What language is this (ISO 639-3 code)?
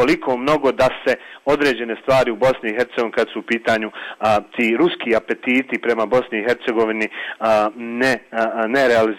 bos